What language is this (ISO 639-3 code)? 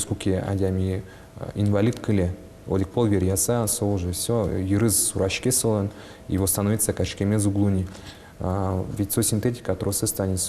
udm